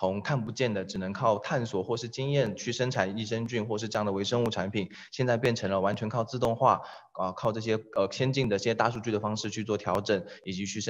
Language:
Chinese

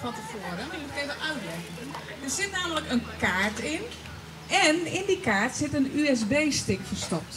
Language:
Western Frisian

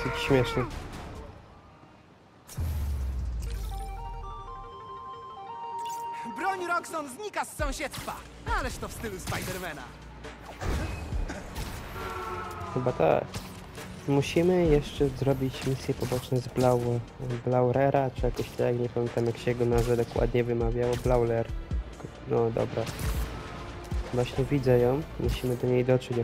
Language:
Polish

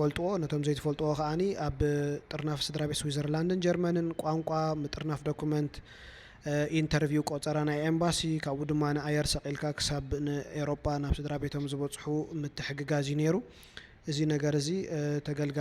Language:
Tigrinya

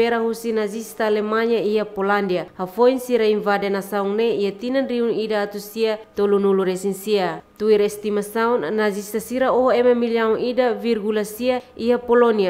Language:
Tetum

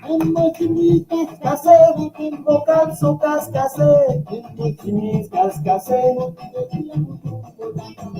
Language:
Morisyen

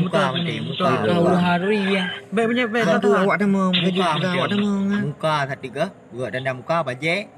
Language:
Achinese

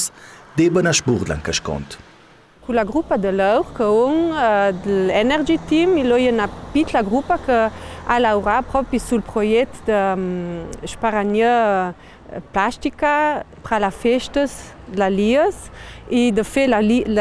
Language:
Ladin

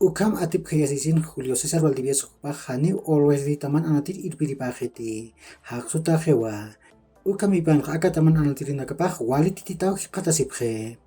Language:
Aymara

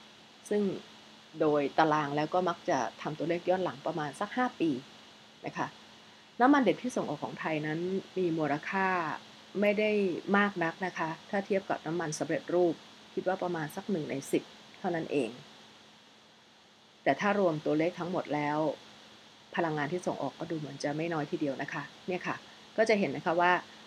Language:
Thai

